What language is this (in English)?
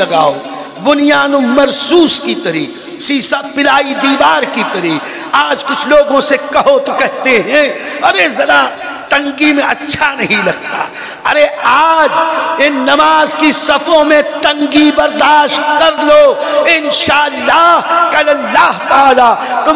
Urdu